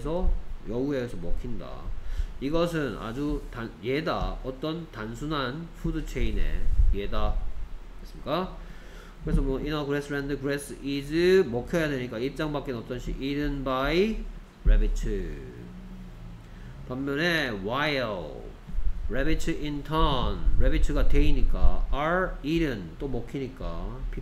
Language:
Korean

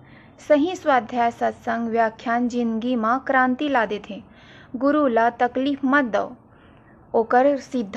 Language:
Chhattisgarhi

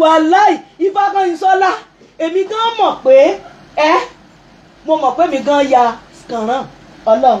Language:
Yoruba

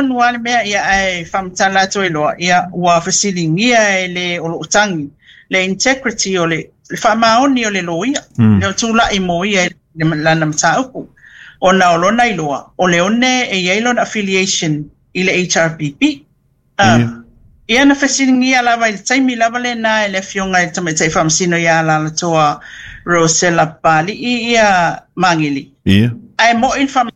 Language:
Samoan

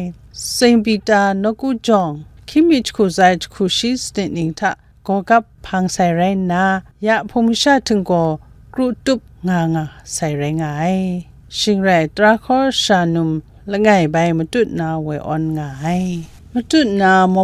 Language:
Kachin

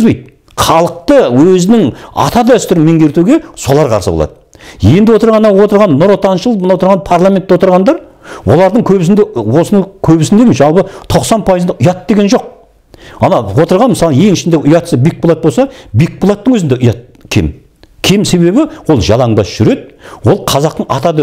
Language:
Kazakh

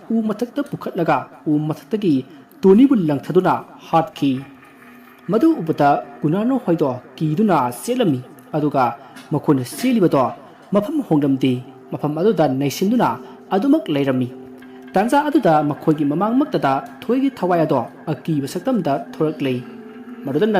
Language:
Manipuri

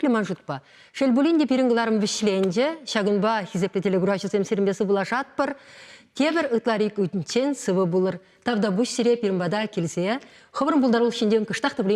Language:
Chuvash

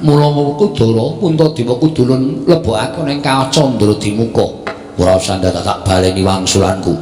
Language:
Javanese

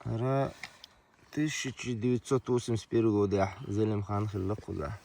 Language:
Chechen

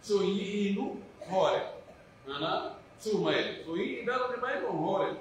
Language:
Pular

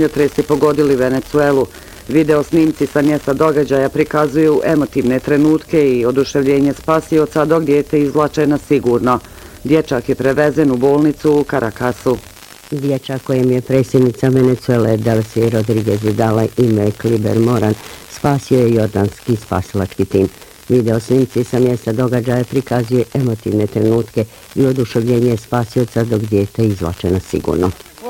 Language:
Bosnian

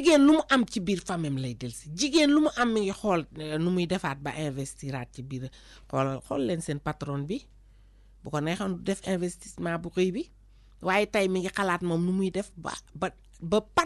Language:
Wolof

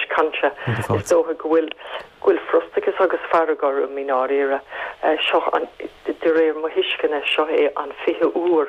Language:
Irish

